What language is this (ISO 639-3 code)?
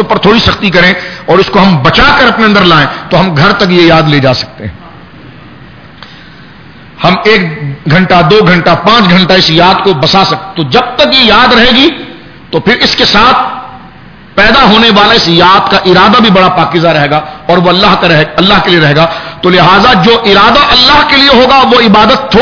urd